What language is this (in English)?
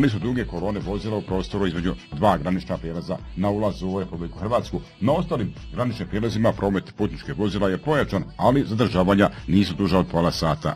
Bosnian